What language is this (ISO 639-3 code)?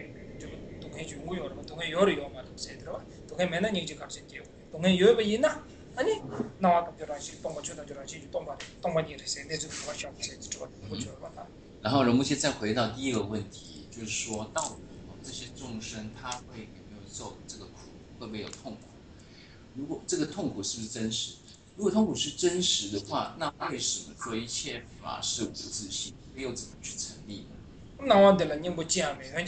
zho